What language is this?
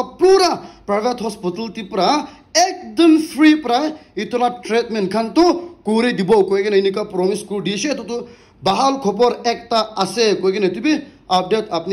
Naga Pidgin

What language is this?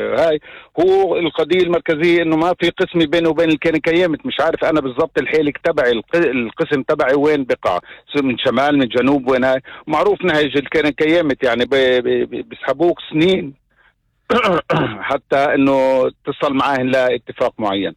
North Levantine Arabic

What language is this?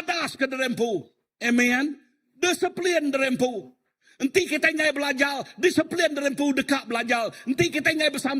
Iban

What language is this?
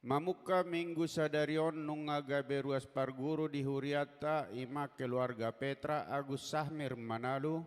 Batak Toba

